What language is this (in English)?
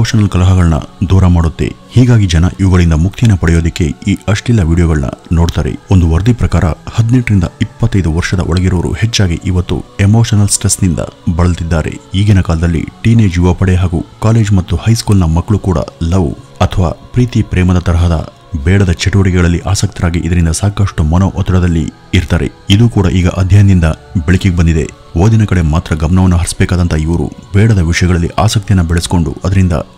Kannada